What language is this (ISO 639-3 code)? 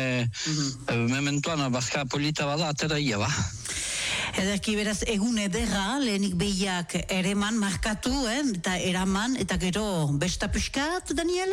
eus